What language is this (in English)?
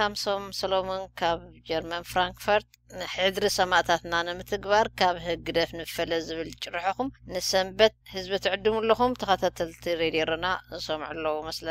Tigrinya